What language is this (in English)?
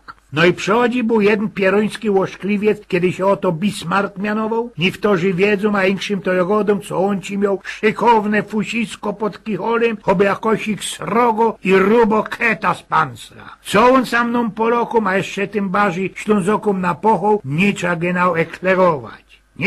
Silesian